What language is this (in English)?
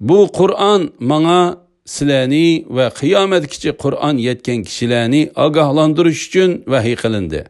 Uyghur